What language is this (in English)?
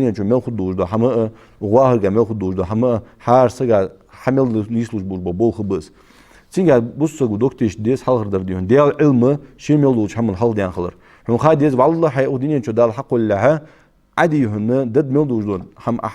Ingush